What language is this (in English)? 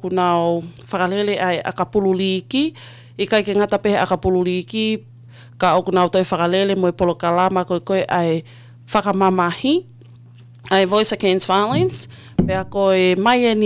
Tongan